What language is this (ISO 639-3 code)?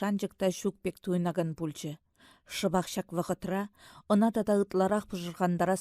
chv